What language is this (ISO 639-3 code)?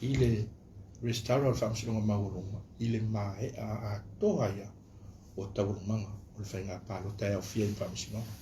smo